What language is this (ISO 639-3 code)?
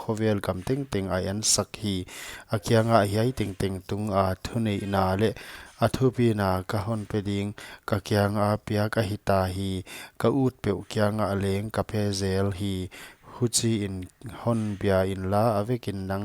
pck